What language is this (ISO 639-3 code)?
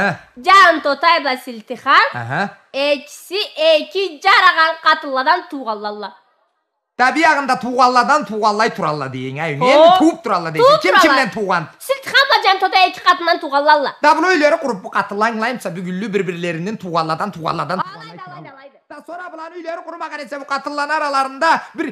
krc